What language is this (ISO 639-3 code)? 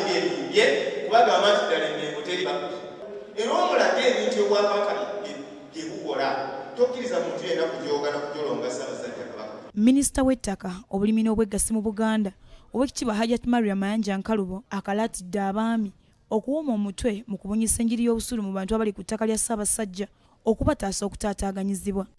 lug